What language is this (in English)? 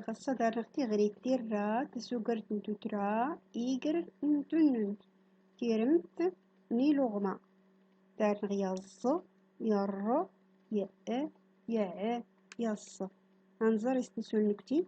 Central Atlas Tamazight